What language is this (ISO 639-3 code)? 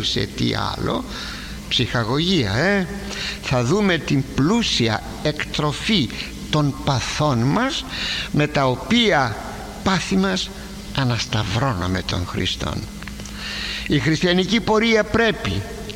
ell